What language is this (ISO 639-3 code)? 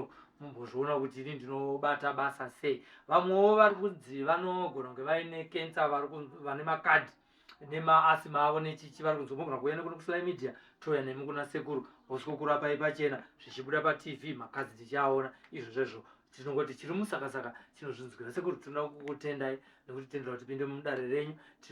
sna